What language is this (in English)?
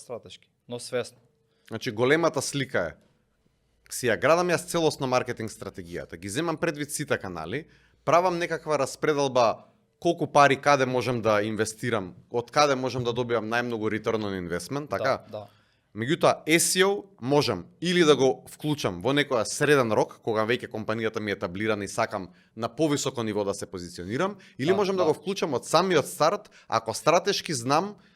Macedonian